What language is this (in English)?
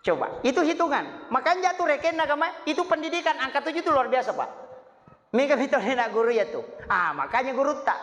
Buginese